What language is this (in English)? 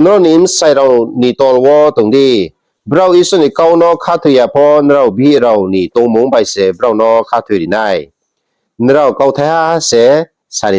Riang (India)